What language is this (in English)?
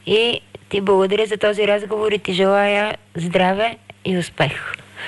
Bulgarian